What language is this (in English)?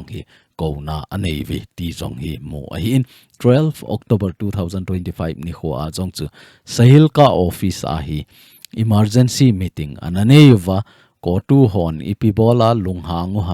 Thado Chin